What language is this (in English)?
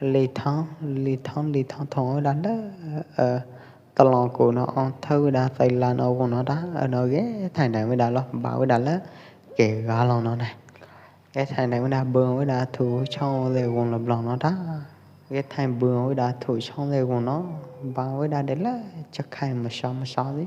Pwo Eastern Karen